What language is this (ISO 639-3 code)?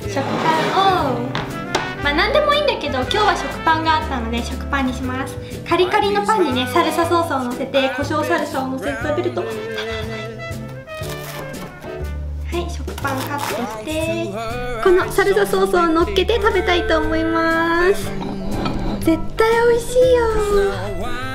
jpn